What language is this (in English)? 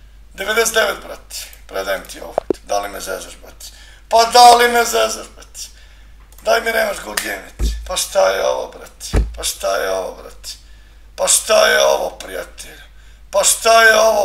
Serbian